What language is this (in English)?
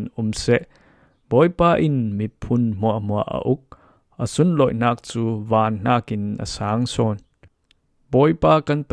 Falam Chin